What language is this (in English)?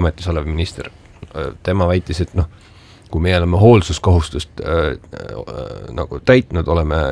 Estonian